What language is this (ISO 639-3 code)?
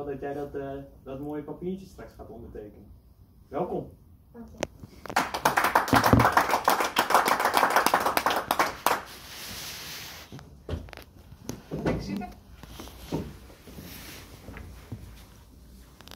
nld